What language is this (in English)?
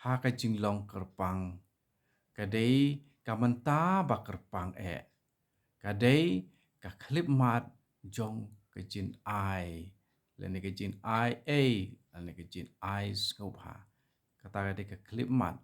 Khasi